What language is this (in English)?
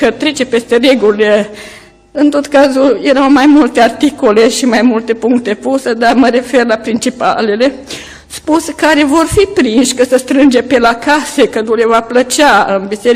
Romanian